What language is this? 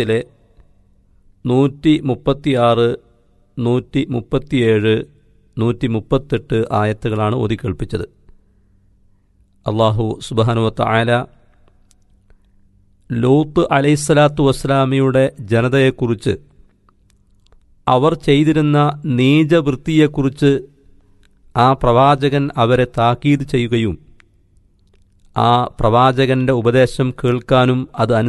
Malayalam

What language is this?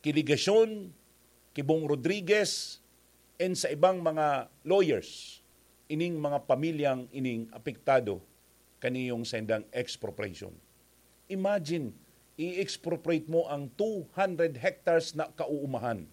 Bikol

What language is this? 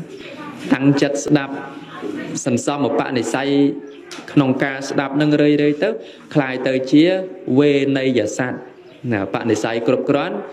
Khmer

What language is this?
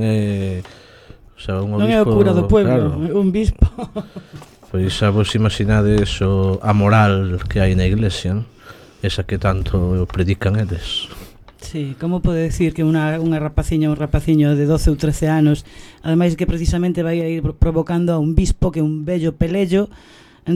Galician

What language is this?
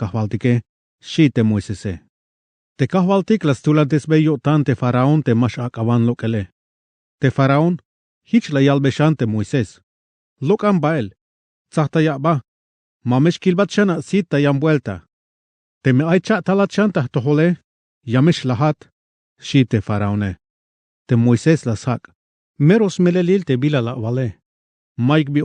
Tzeltal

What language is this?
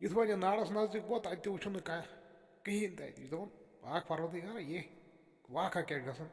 Kashmiri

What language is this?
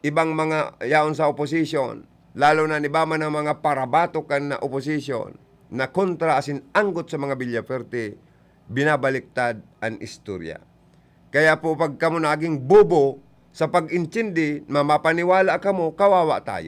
Bikol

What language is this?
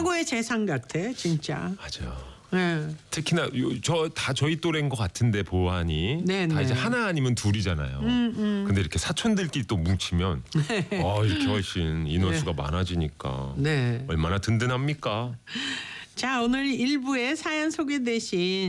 Korean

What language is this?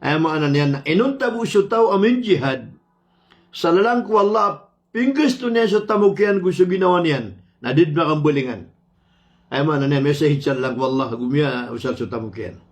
Maranao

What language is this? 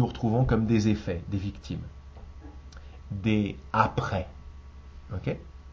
French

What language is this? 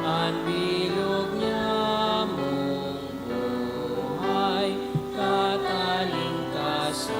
Bikol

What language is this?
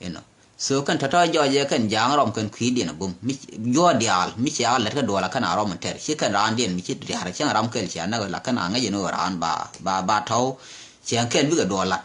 Nuer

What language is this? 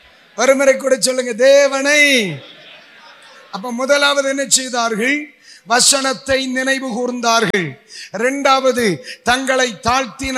Tamil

